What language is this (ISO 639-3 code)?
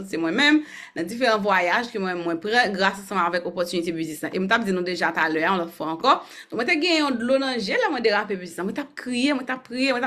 hat